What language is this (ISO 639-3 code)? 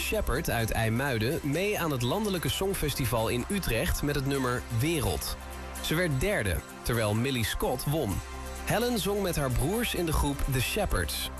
nld